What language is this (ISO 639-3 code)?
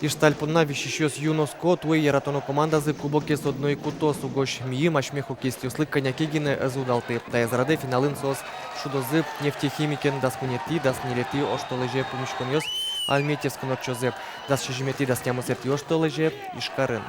udm